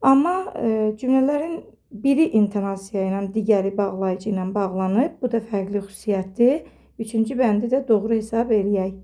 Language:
Azerbaijani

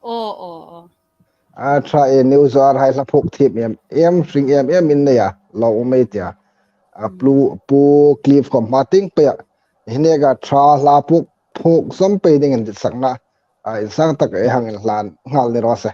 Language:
Hmar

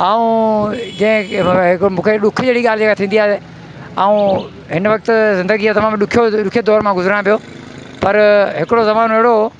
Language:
Sindhi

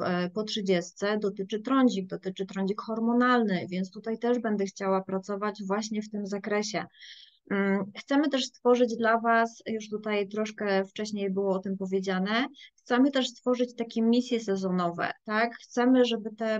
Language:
Polish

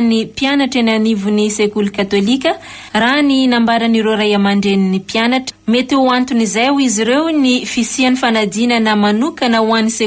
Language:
Malagasy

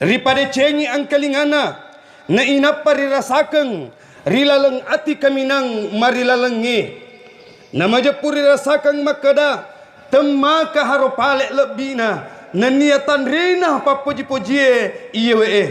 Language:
Buginese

